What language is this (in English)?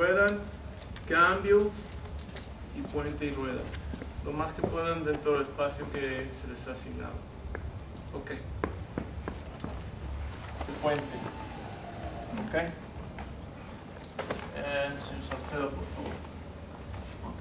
Spanish